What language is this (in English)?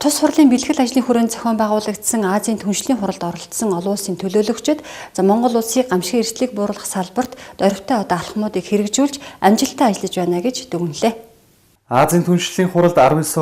Mongolian